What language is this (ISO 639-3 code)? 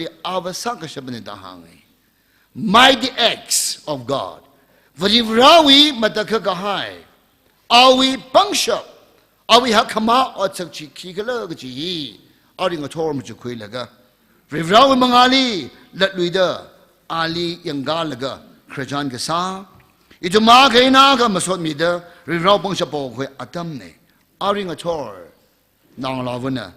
nmf